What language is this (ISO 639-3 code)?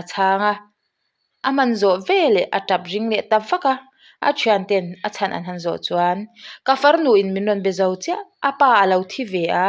lus